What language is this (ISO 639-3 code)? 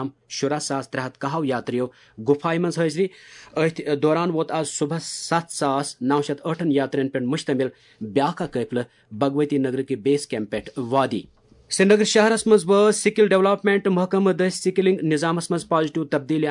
kas